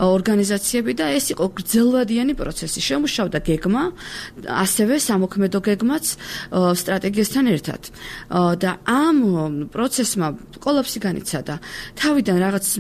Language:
Georgian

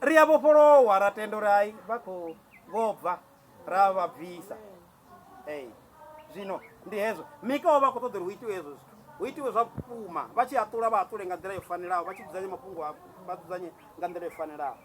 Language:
Venda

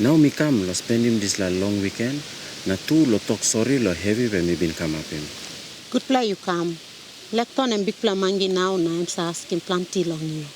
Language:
Tok Pisin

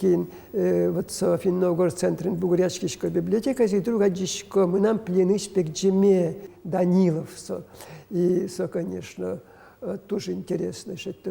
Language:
Udmurt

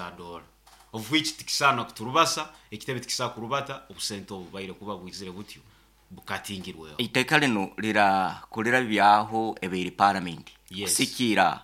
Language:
Nyoro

